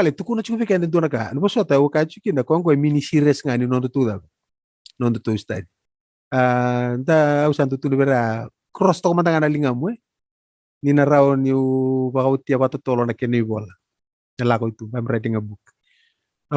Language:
Fijian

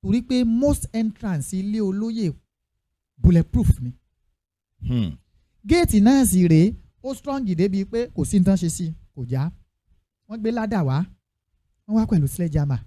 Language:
Yoruba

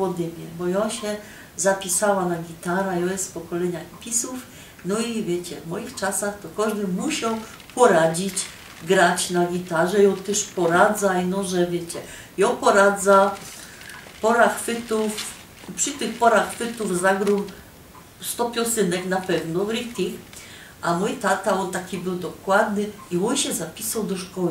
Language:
Silesian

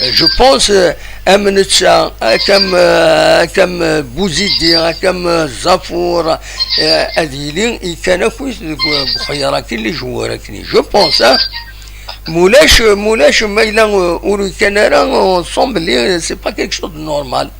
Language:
Kabyle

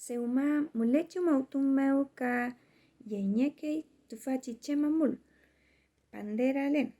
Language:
Mapuche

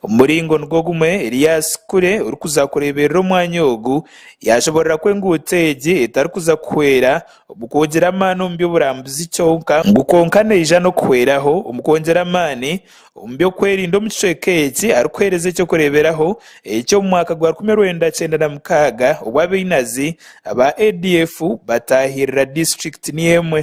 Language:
Nyankole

